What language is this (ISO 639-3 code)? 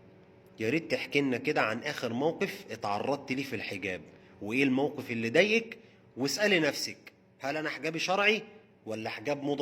arz